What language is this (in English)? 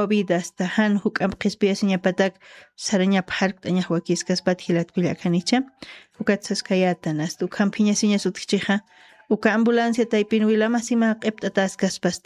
Aymara